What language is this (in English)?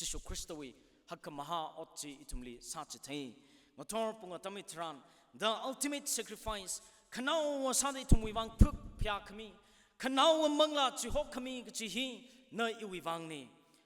Tangkhul Naga (India)